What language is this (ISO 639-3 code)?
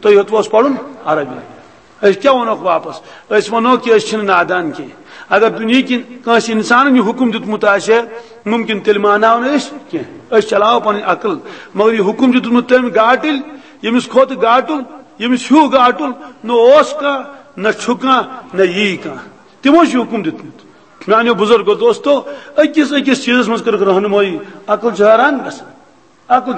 kas